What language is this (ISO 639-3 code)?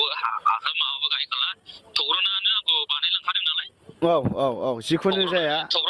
brx